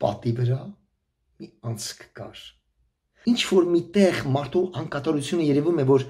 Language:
Armenian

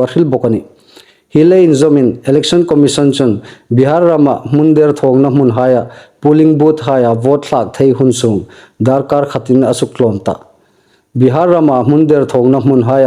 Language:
Hmar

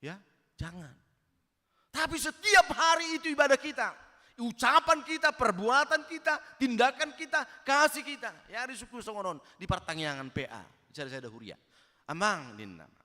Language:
Batak Toba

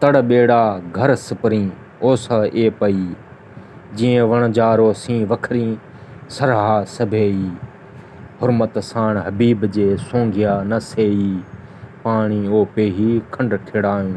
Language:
Sindhi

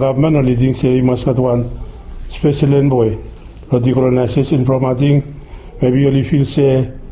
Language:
Bislama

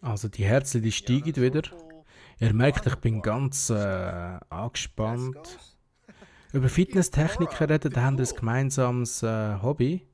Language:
Swiss German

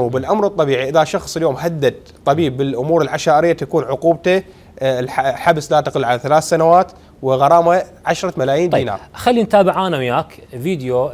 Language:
Mesopotamian Arabic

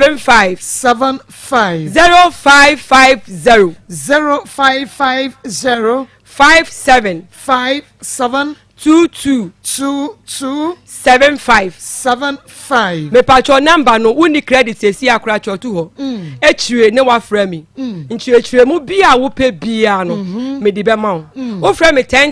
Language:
Akan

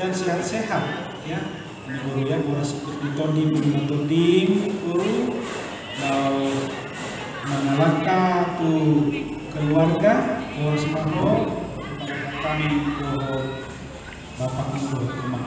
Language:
Batak Toba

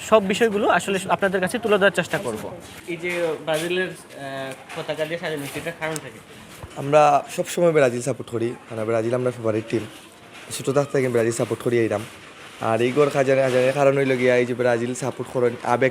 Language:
Sylheti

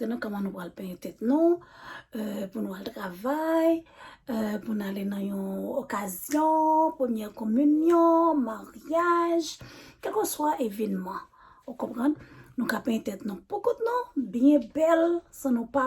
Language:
Haitian Creole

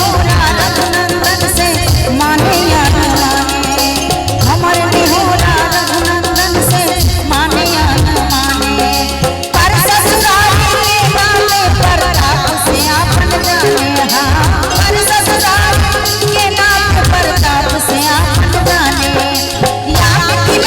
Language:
Maithili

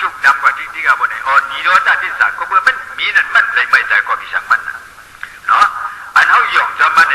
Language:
Shan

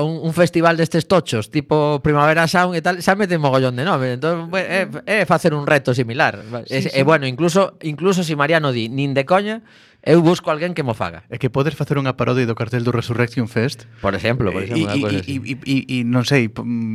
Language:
Galician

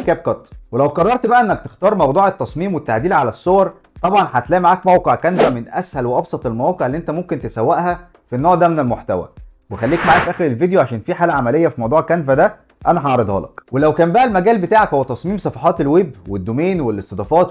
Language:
Egyptian Arabic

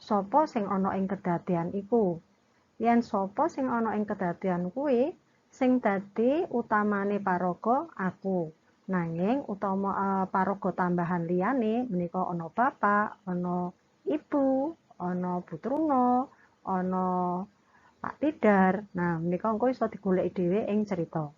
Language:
Javanese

